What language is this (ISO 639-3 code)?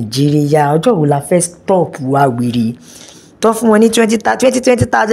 yor